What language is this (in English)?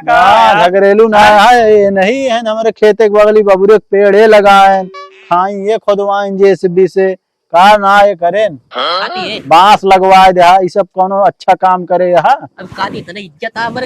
Awadhi